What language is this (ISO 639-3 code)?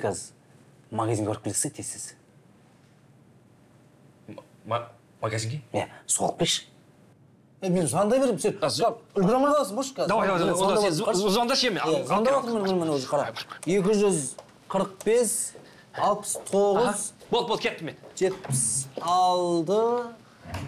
kaz